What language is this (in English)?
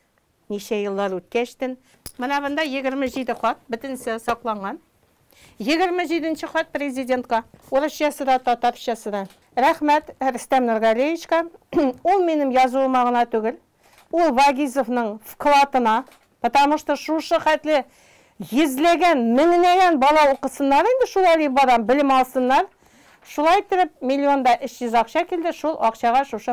Tatar